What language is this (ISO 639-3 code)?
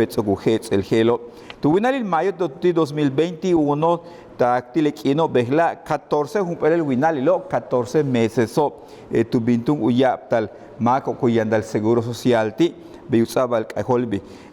yua